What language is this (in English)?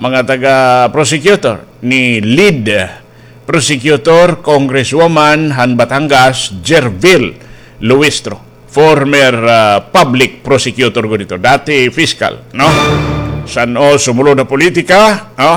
Waray